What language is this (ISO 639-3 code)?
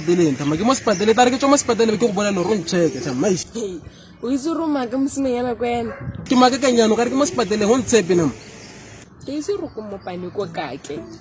tsn